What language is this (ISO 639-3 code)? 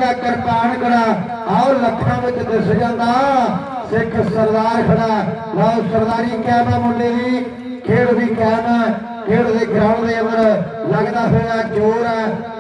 pan